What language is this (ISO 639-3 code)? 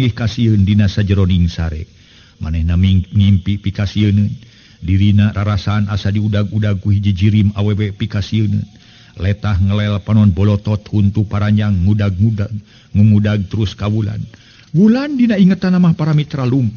sun